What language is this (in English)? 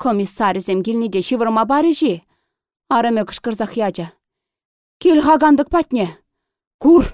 Chuvash